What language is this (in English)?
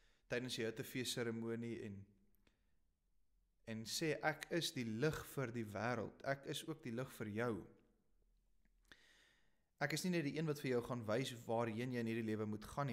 Afrikaans